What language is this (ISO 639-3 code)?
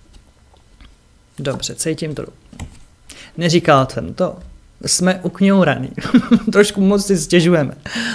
ces